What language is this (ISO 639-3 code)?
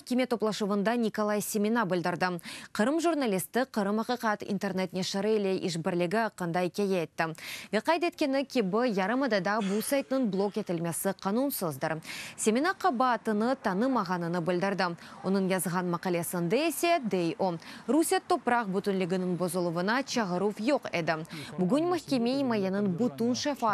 crh